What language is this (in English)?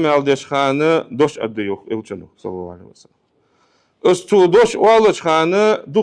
Ingush